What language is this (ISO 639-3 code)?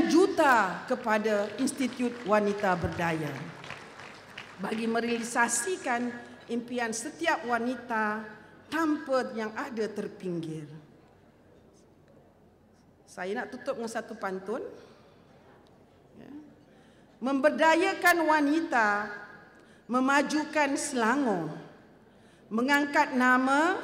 msa